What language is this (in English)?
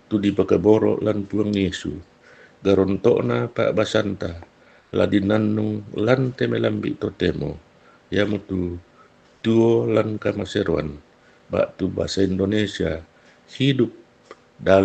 Toraja-Sa'dan